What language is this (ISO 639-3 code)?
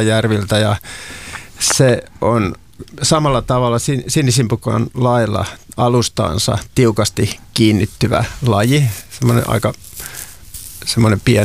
fin